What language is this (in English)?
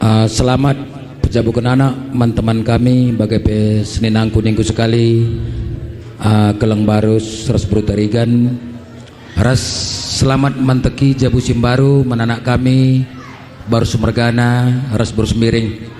Batak Karo